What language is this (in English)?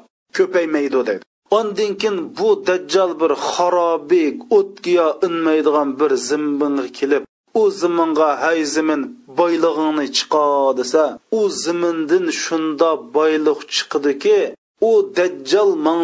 Uyghur